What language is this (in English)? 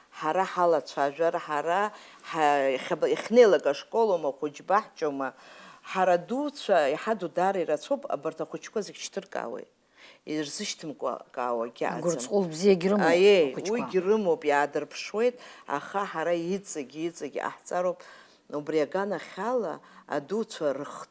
Abkhazian